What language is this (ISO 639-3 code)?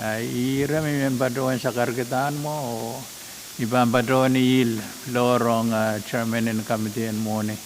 pon